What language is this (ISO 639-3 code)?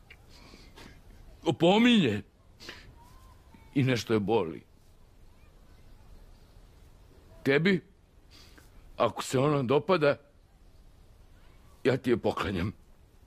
srp